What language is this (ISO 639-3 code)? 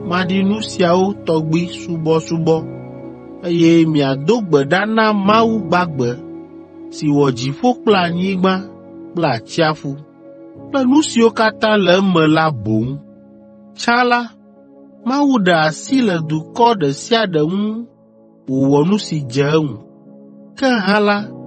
ewe